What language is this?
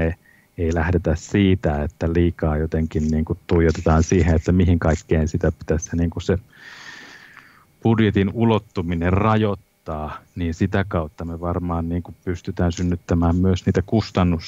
Finnish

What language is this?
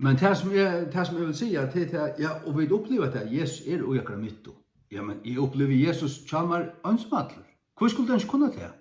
Faroese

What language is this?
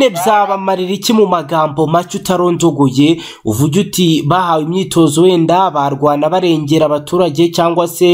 Kinyarwanda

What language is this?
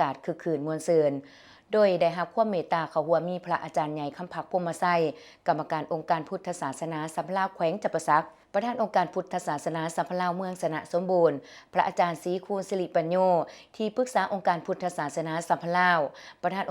Lao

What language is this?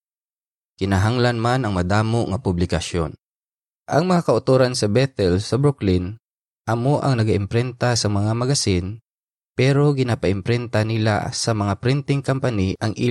Hiligaynon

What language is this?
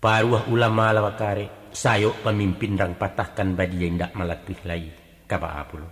Minangkabau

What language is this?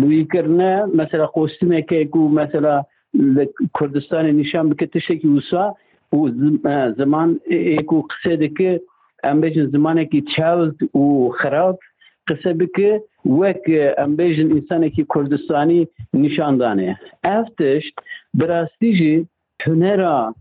Kurdish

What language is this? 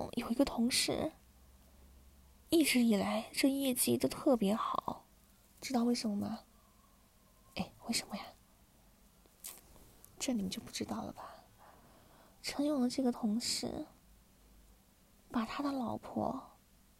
Chinese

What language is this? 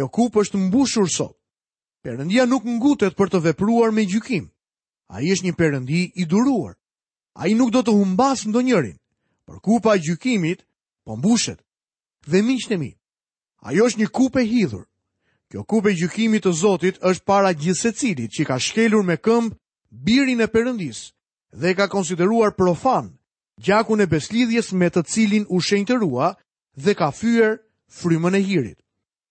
Albanian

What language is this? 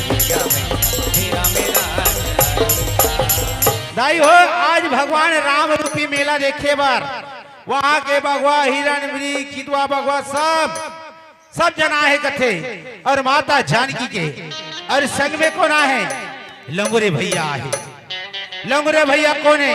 Chhattisgarhi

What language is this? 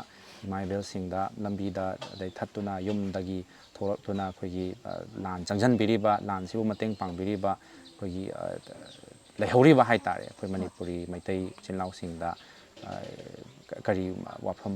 Manipuri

